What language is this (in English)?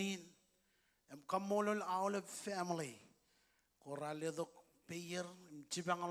Marshallese